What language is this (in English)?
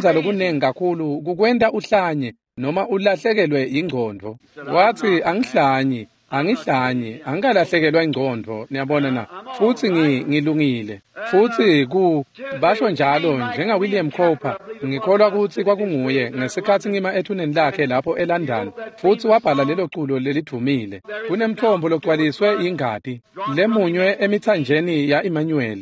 Swati